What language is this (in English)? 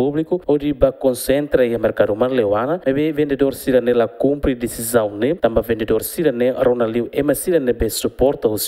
Tetum